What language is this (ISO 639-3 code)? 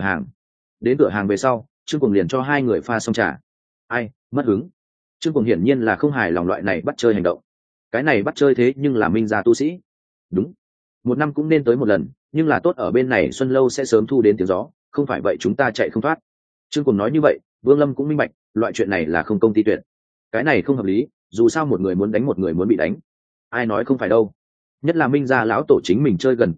vie